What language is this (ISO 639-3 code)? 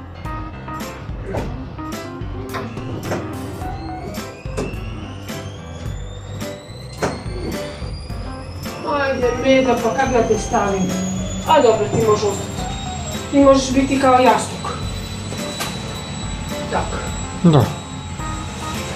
hrv